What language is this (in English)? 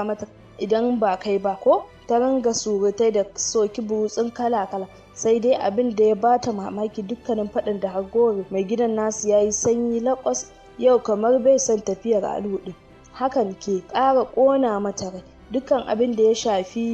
Hausa